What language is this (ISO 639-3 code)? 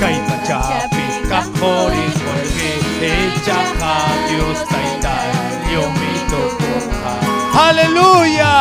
quy